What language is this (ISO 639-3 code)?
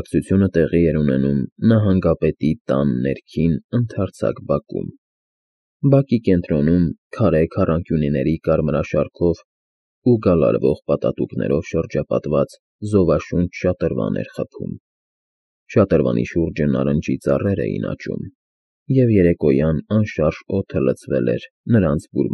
hye